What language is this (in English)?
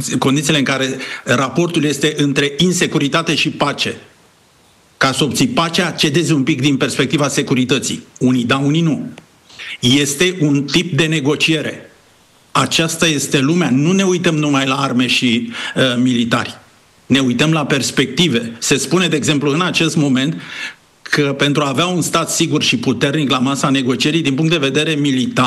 Romanian